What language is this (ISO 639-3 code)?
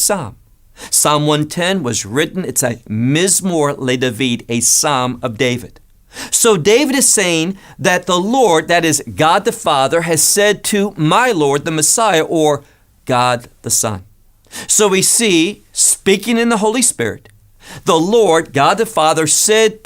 eng